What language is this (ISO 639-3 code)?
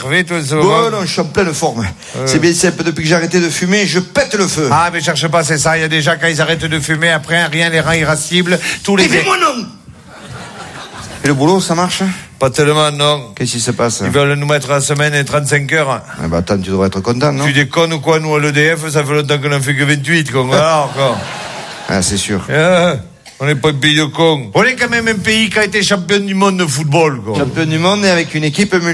fra